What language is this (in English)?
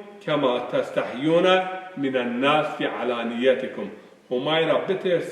Zaza